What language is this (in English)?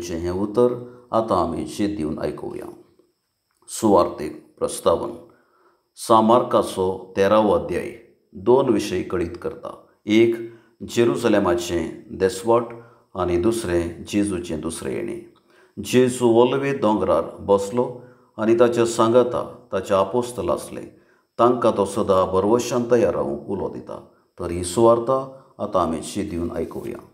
Konkani